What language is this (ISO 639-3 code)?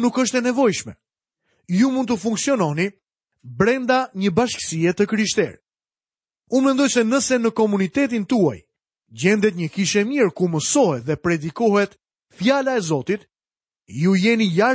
sqi